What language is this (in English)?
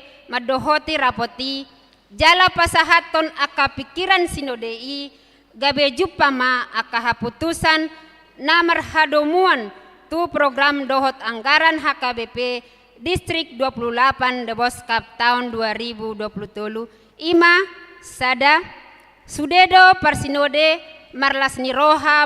Batak Toba